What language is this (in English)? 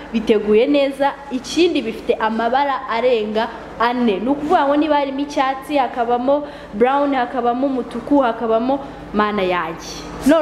Kinyarwanda